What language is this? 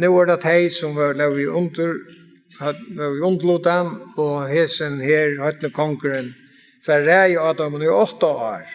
Faroese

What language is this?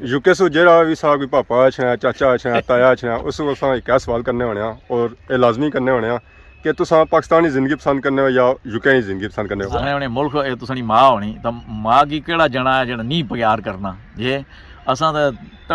Pahari-Potwari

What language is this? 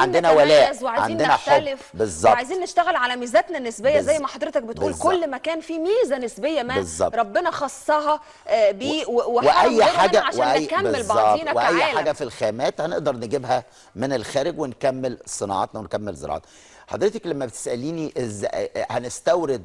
Egyptian Arabic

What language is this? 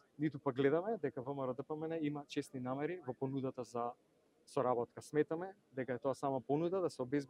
Macedonian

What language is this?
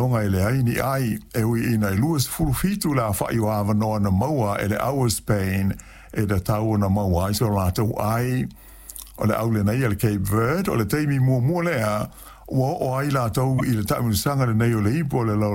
Samoan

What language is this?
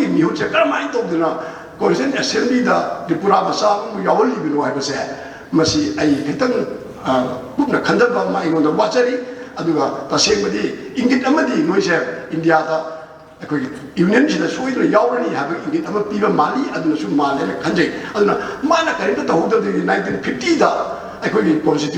Manipuri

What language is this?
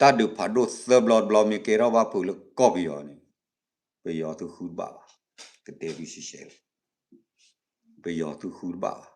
S'gaw Karen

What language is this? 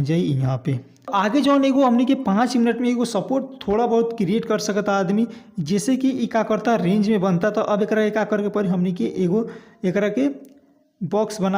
Bhojpuri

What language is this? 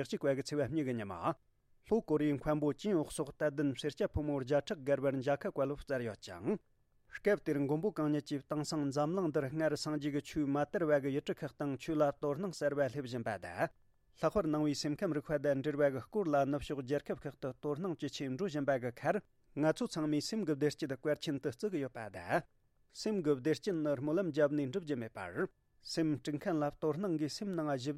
Tibetan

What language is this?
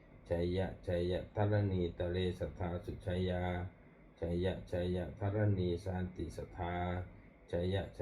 Pali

